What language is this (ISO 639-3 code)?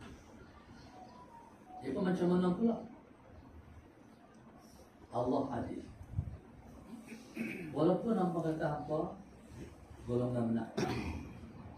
msa